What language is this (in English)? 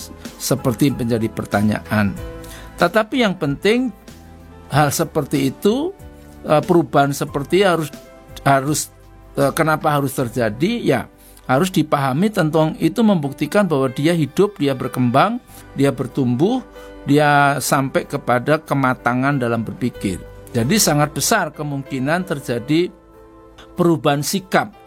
Indonesian